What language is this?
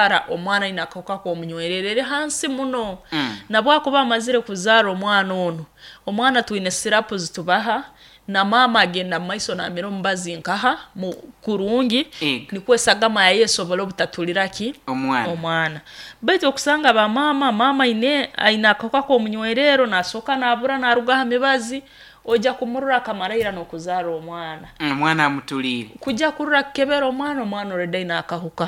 Nyoro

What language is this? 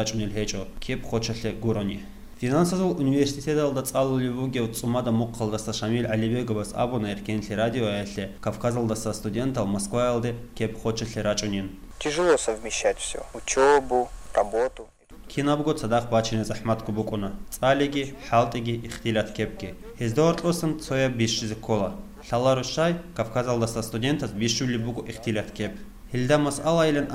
Avaric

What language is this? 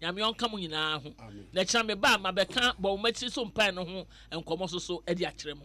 Akan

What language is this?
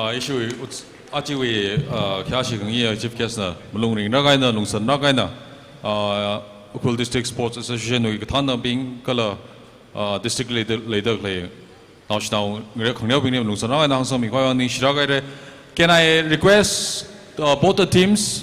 Tangkhul Naga (India)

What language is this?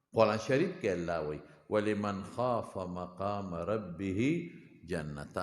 Pashto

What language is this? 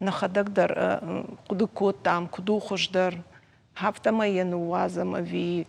Ossetic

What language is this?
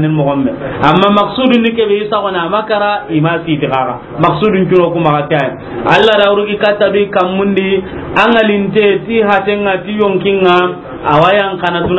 Soninke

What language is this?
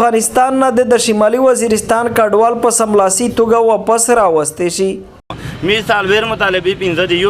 Pashto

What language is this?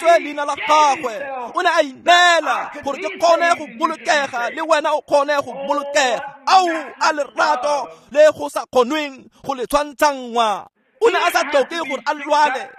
Tswana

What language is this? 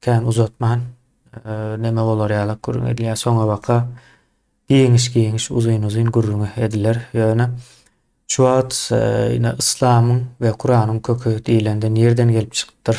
Turkmen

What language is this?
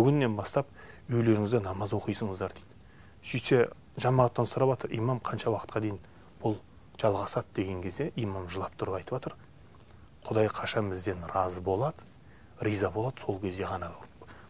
Kazakh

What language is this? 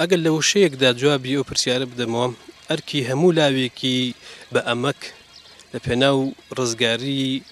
Central Kurdish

